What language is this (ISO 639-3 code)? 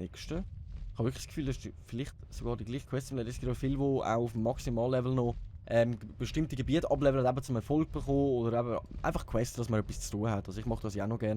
gsw